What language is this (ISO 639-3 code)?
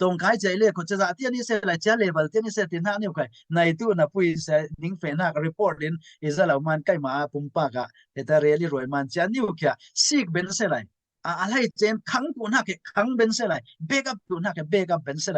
cfm